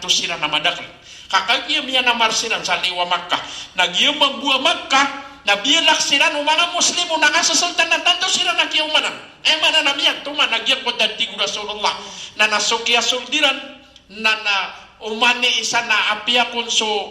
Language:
Maranao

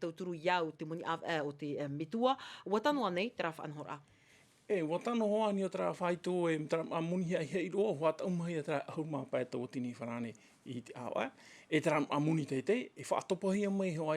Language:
Tahitian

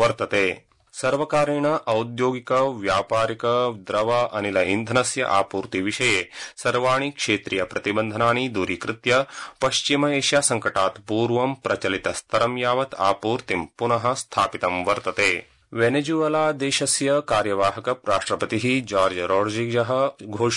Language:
Sanskrit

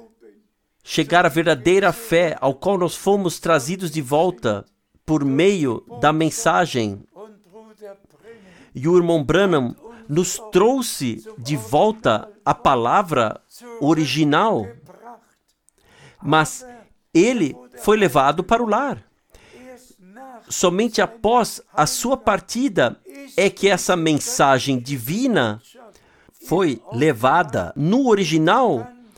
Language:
Portuguese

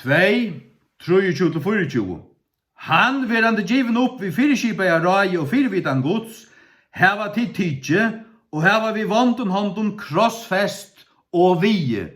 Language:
Faroese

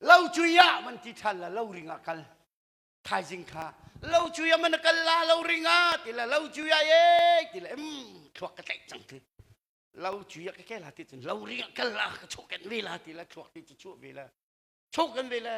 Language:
Hakha Chin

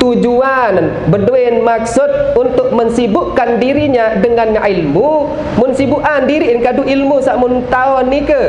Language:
Sasak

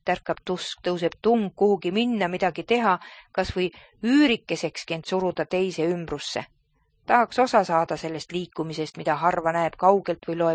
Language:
Estonian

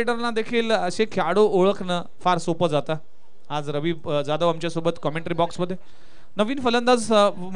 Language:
Marathi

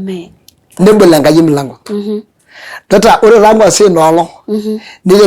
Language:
Masai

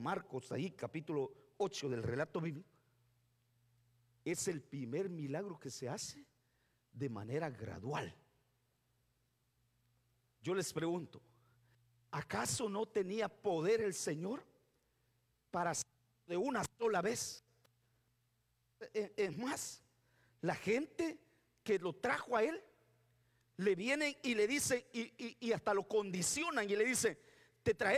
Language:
Spanish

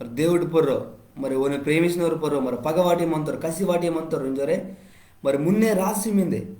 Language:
Koya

